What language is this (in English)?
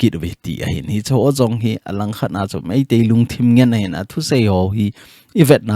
Thado Chin